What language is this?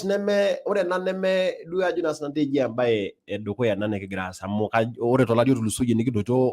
Masai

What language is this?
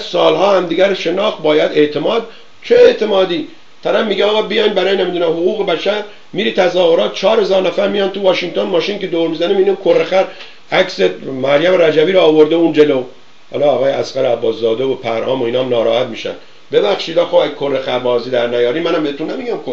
Persian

